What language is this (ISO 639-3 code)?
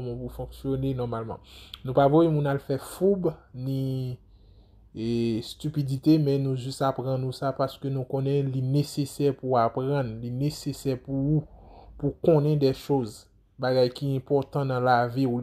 hat